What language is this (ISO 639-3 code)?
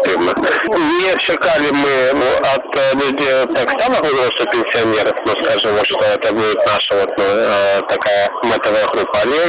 bel